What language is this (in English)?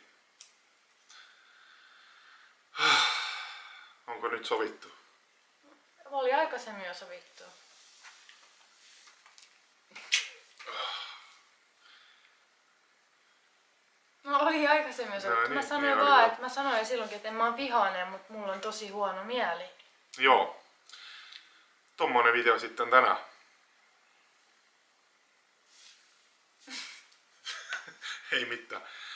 Finnish